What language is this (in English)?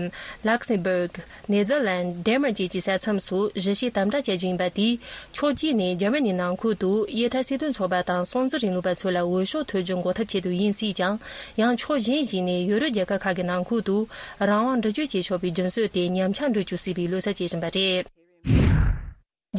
Tibetan